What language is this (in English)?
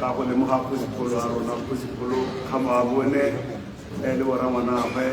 Tswana